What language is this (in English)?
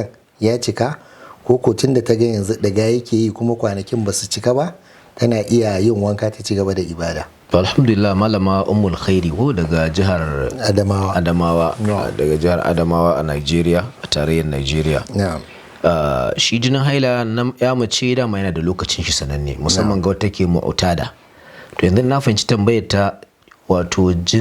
Hausa